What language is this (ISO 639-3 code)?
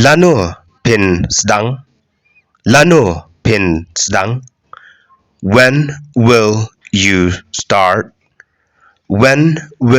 kha